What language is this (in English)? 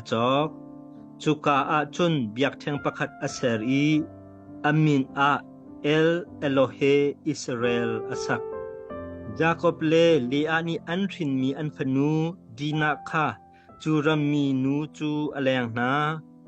Hakha Chin